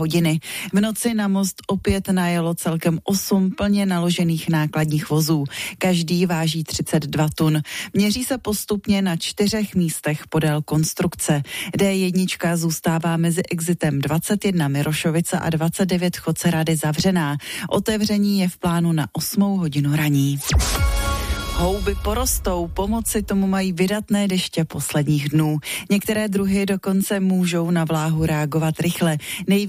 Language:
Czech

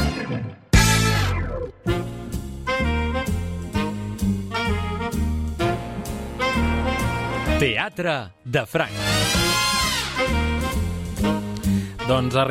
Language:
Catalan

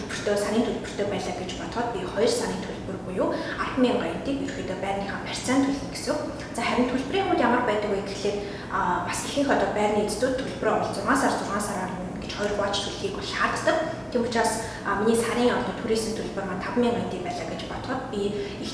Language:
Mongolian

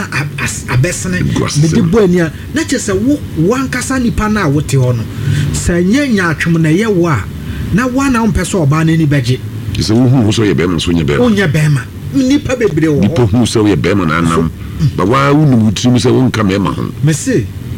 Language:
Akan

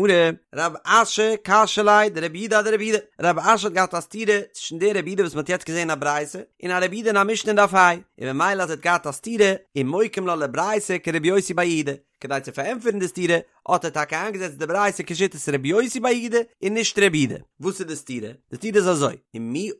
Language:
Yiddish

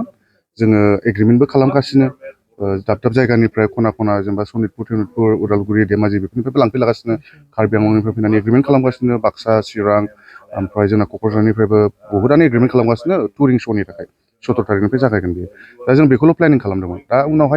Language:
Bodo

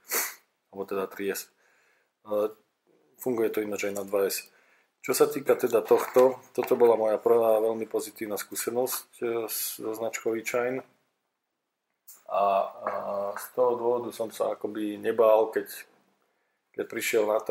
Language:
Slovak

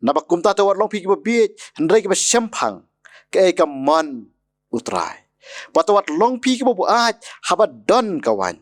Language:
Khasi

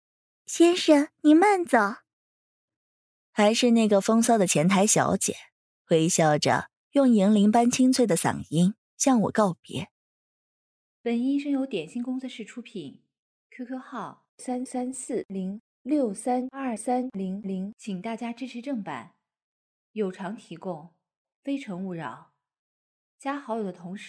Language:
Chinese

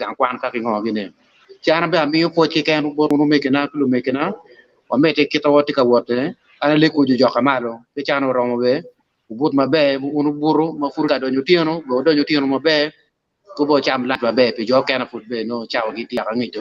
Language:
Acoli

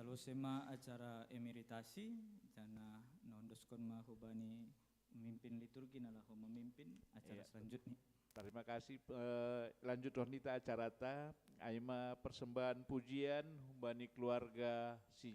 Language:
Batak Simalungun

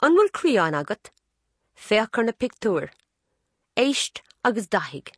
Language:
Irish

